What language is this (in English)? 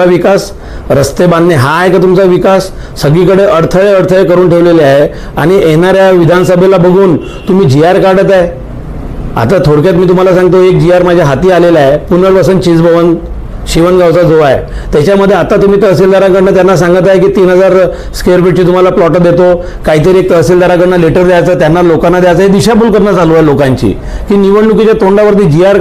Marathi